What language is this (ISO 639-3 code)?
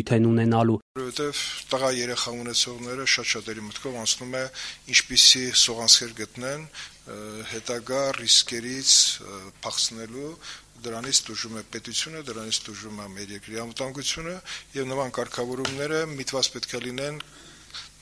hye